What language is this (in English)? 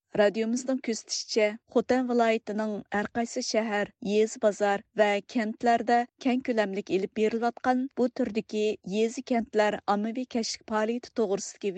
Uyghur